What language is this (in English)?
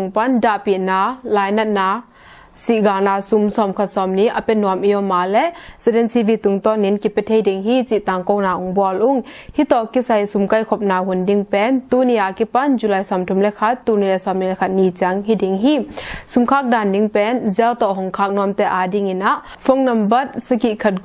Tedim Chin